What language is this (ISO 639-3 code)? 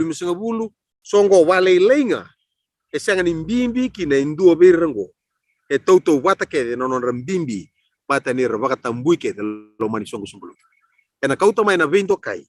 fij